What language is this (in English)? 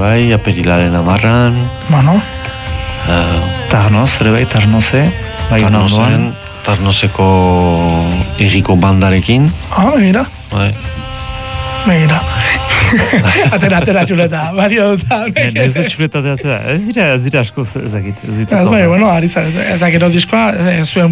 Basque